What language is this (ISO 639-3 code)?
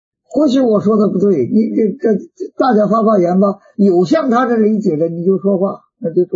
zho